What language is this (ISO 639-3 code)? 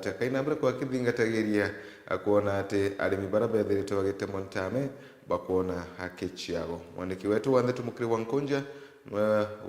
mer